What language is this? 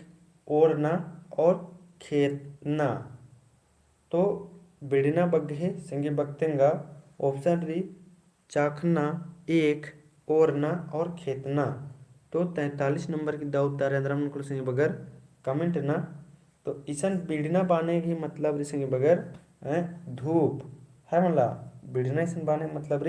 Kurukh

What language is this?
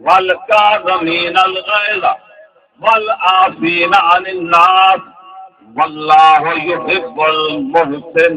Saraiki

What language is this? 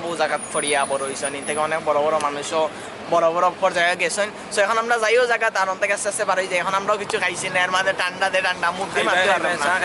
Sylheti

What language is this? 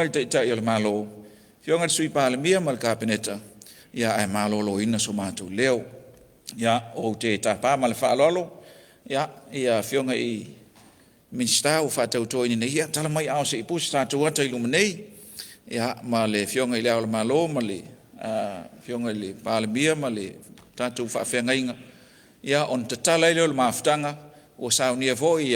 Samoan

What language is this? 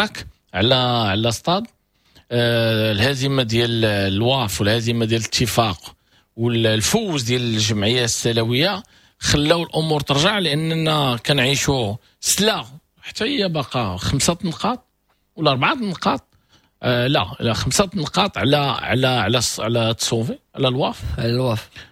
Moroccan Arabic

